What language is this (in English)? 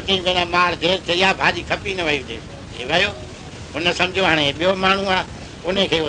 Sindhi